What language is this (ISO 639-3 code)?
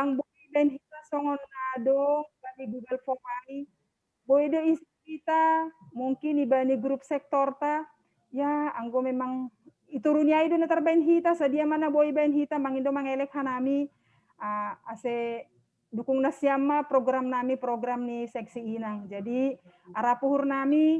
bts